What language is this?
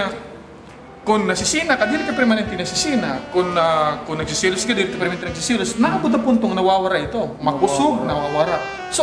Waray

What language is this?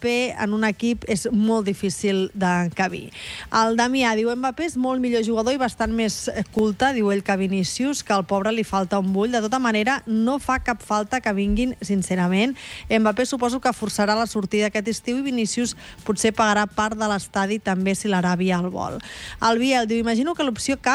Catalan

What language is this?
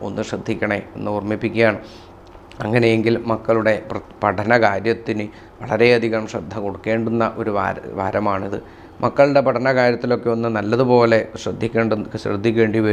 Malayalam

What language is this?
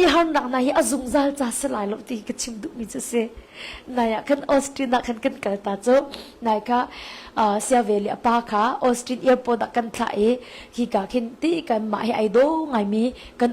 Hakha Chin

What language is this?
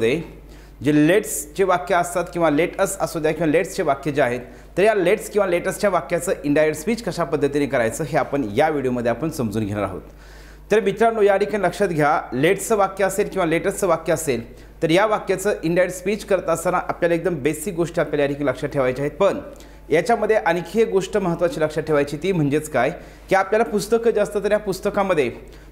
Marathi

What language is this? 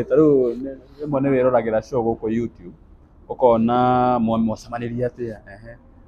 Kikuyu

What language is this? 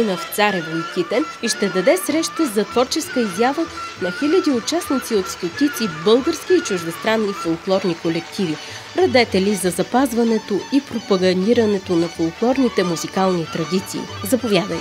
Bulgarian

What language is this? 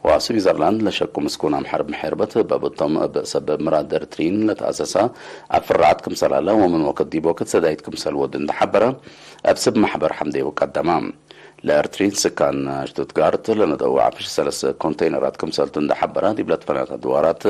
Tigre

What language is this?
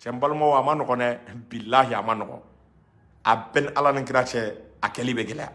Bambara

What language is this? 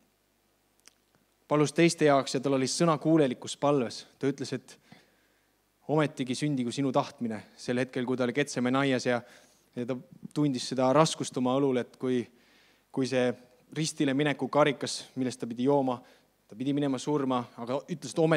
Estonian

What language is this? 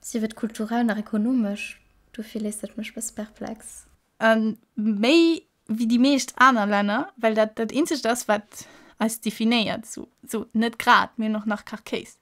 Luxembourgish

